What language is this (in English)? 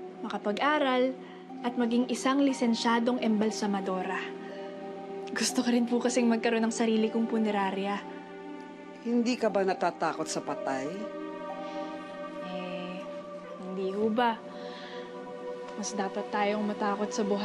Filipino